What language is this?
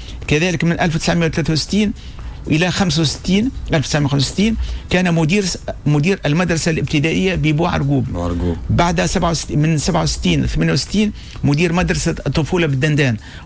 Tunisian Arabic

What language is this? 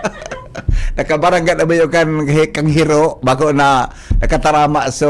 Bikol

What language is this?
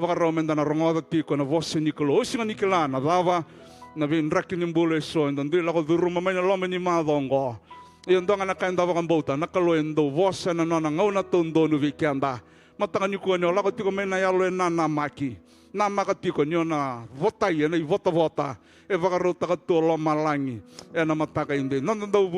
Fijian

